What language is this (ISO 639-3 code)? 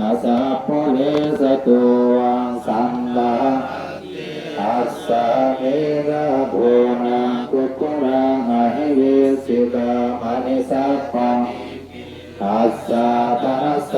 pli